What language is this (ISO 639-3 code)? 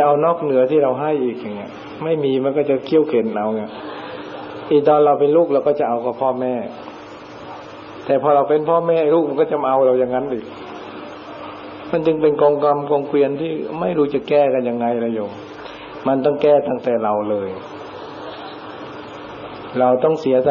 tha